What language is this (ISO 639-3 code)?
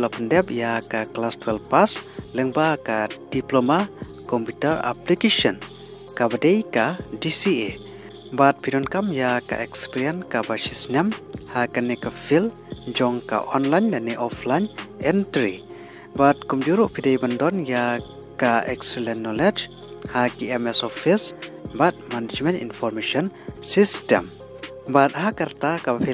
kha